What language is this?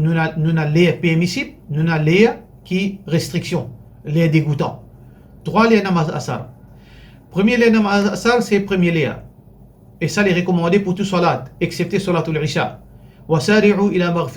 Morisyen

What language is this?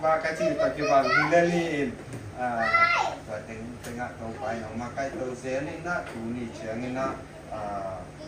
Tedim Chin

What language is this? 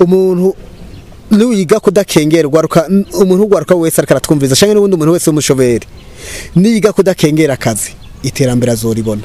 Rundi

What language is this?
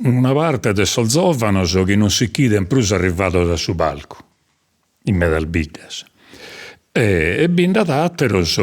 Sardinian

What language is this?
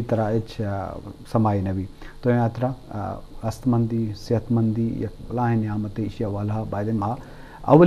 Eastern Balochi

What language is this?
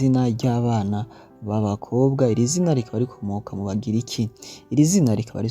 Rundi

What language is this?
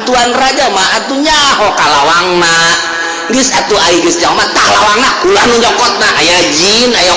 Sundanese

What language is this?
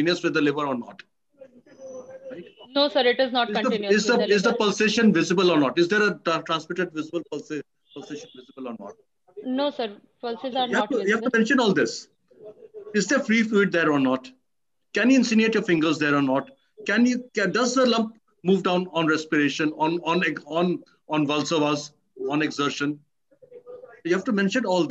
English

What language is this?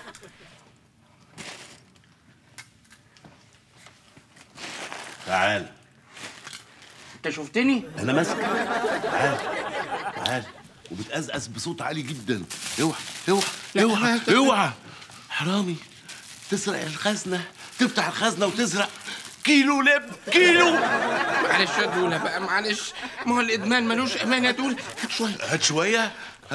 Egyptian Arabic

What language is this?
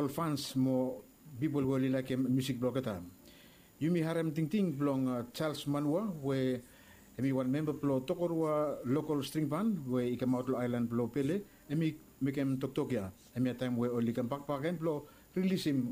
Bislama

